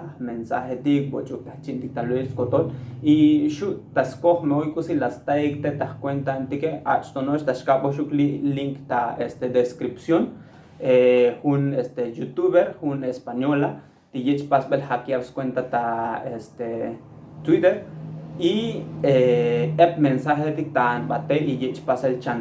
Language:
Tzotzil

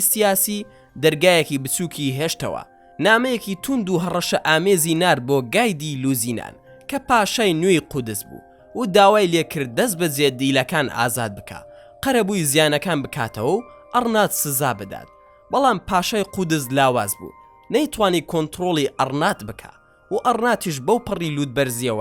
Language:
Central Kurdish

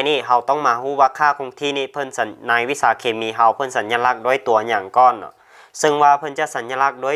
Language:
Lao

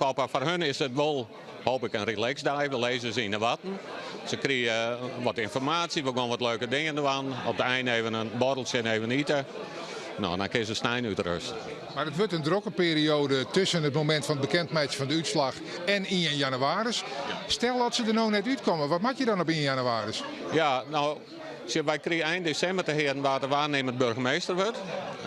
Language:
Western Frisian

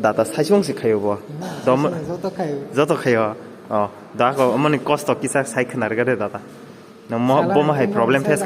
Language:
Kok Borok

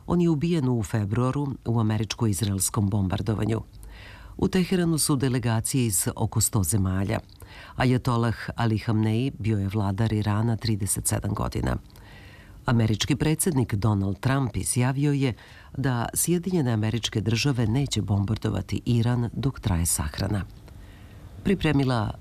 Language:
Serbian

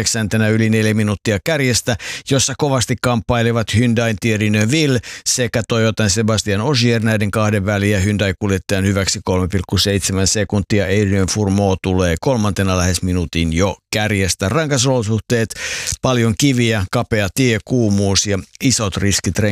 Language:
Finnish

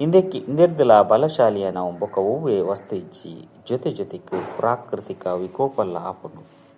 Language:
Tulu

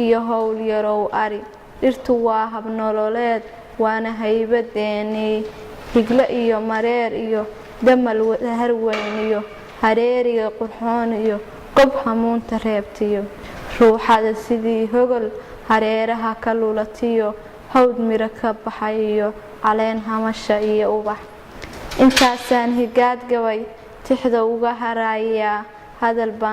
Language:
Somali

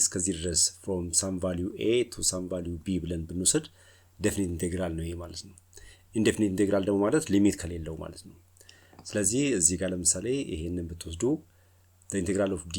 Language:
Amharic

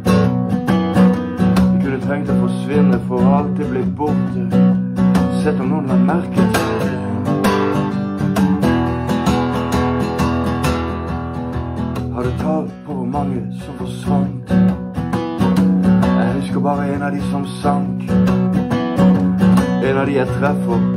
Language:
Norwegian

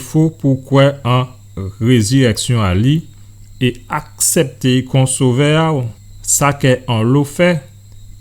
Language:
Guadeloupean Creole French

